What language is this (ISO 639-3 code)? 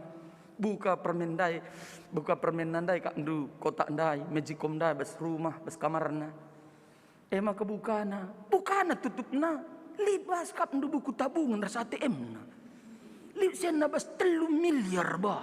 btx